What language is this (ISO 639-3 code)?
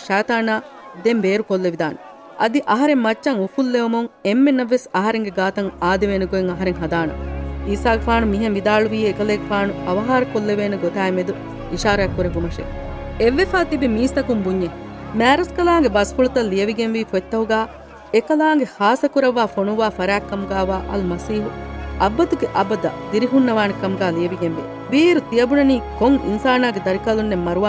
div